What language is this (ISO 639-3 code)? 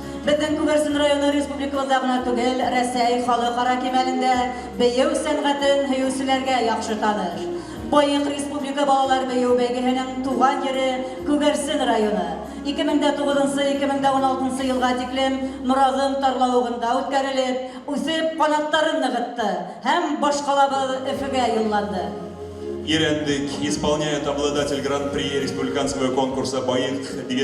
bak